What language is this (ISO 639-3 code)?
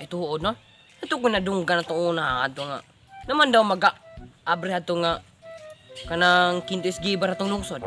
ceb